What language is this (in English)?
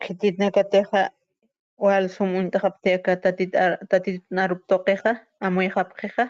Aymara